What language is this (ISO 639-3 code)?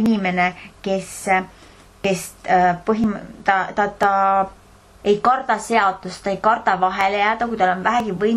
est